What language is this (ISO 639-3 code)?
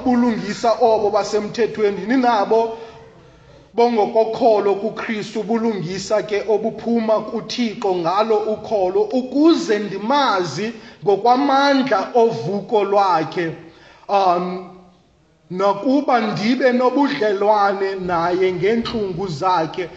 xho